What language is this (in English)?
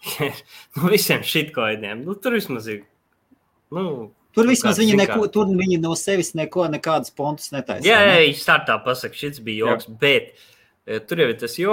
Latvian